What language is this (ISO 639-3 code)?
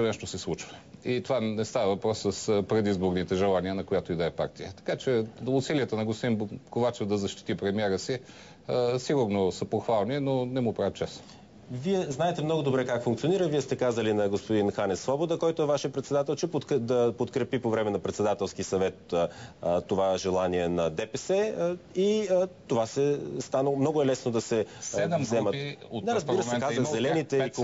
bul